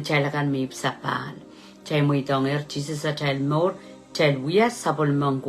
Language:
Pohnpeian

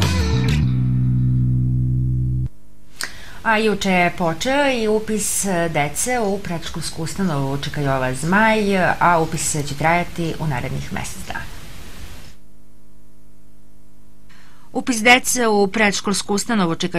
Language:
Serbian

